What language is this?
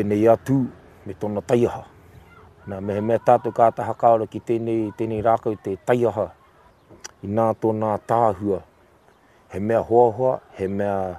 Māori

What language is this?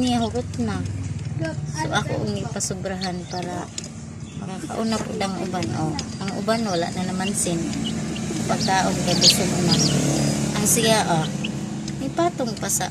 Cebuano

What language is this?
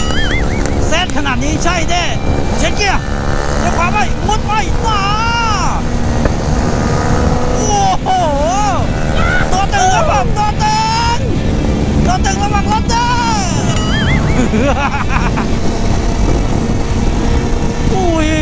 Thai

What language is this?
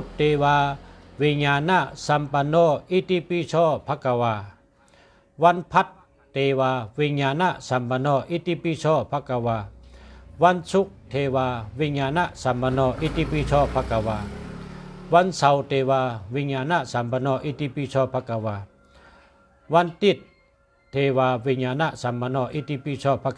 Shan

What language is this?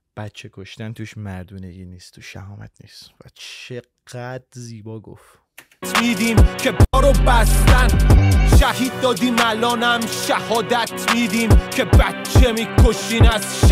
Persian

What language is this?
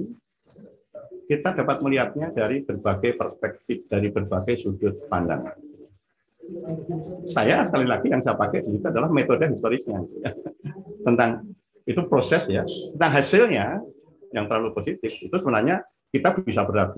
Indonesian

